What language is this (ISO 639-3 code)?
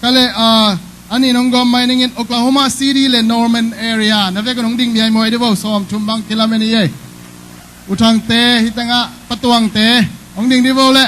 ctd